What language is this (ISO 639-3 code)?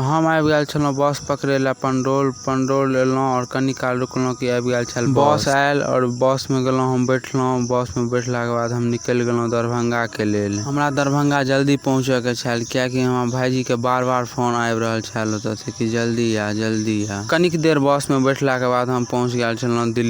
mai